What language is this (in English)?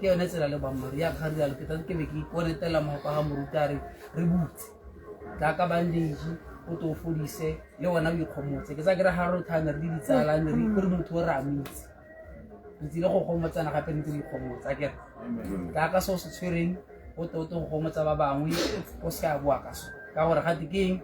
Tswana